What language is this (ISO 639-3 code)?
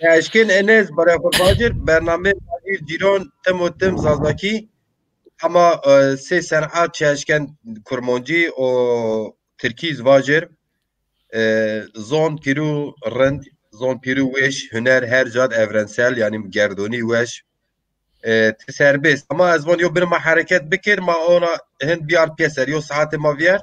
zza